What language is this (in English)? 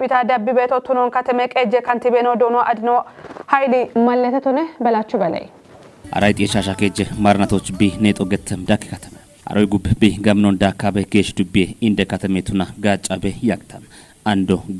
Kafa